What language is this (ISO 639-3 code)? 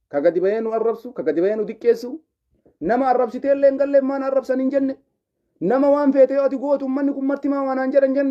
orm